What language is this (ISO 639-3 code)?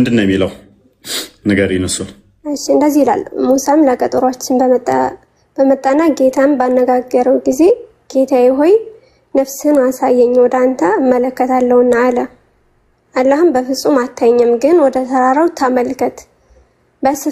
amh